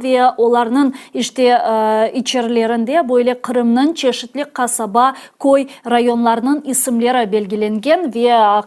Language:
Crimean Tatar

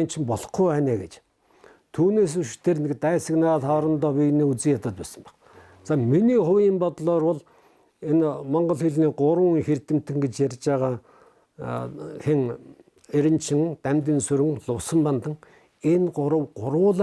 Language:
Mongolian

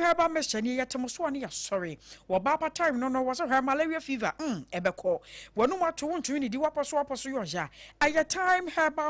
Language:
Akan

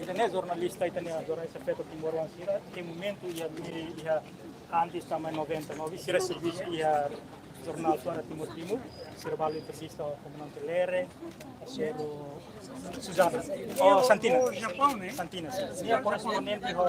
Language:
Tetum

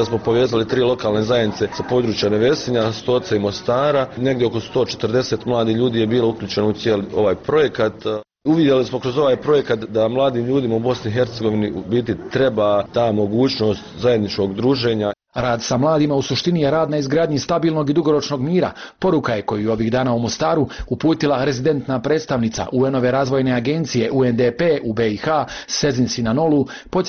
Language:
Bosnian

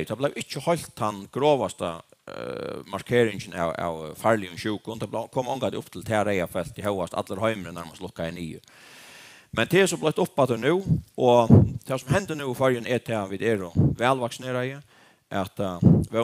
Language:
Faroese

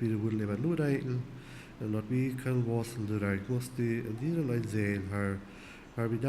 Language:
Plautdietsch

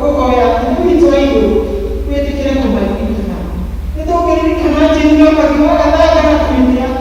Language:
Kikuyu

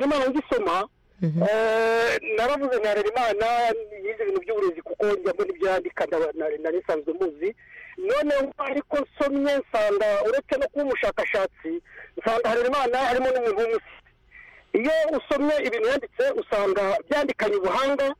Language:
Kinyarwanda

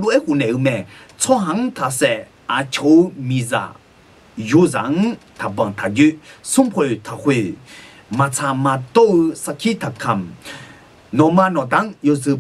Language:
Akha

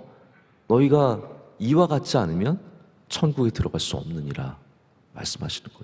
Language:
Korean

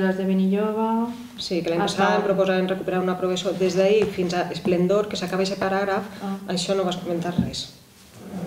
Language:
Catalan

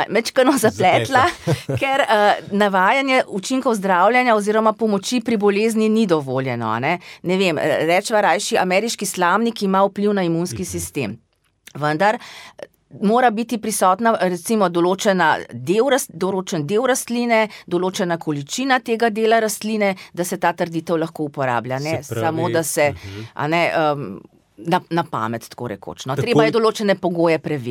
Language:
Slovenian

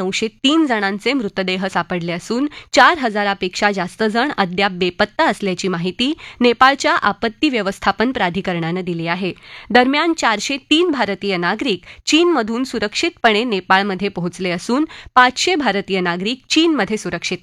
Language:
Marathi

